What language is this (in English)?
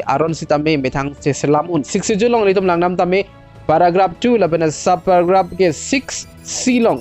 Karbi